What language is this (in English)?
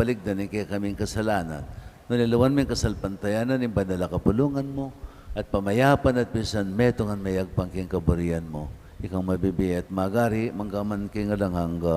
Pampanga